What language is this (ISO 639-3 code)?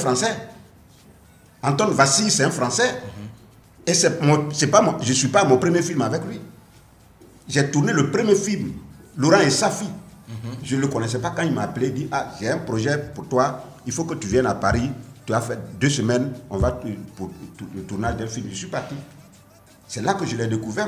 fra